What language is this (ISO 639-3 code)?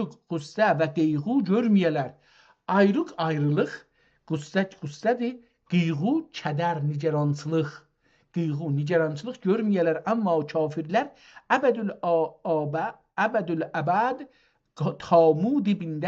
azb